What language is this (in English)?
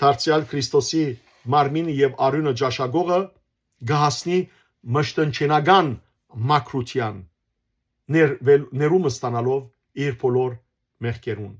Western Armenian